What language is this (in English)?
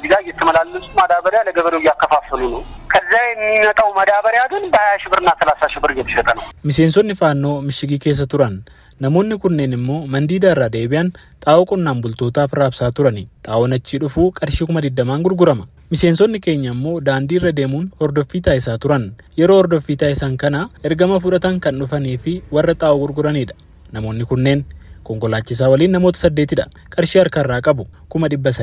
Oromo